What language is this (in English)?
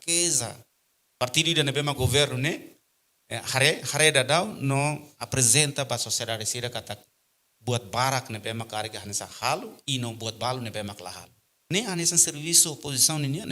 Tetum